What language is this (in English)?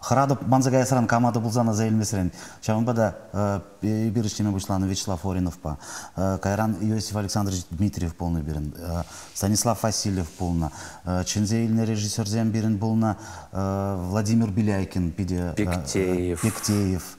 Chuvash